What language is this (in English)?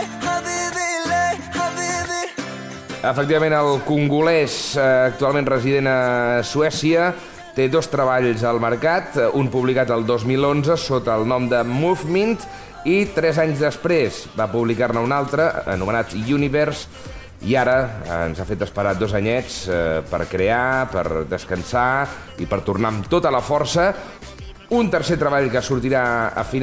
Catalan